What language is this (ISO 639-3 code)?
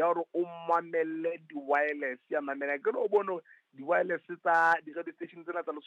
sot